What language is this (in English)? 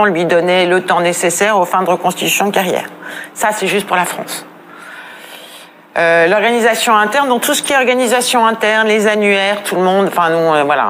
French